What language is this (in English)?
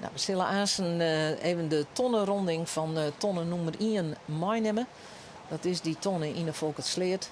Western Frisian